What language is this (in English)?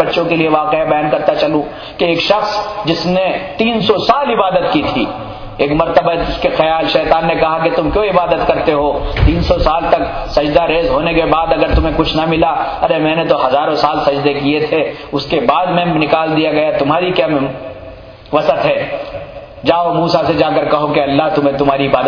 Urdu